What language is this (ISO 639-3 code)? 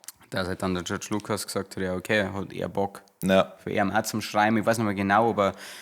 bar